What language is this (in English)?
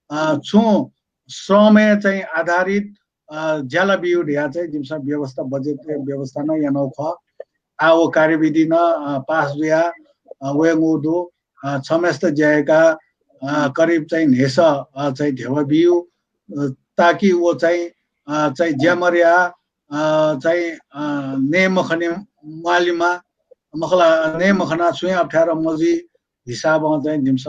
Newari